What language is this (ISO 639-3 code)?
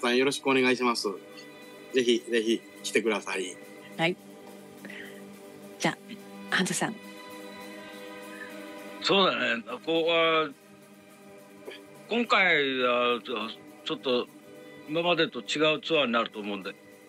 jpn